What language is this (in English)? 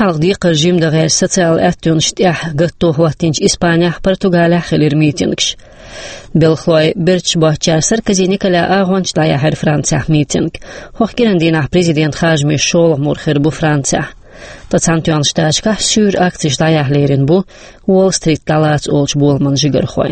Chechen